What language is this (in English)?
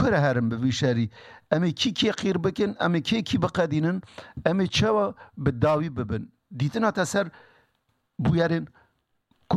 Kurdish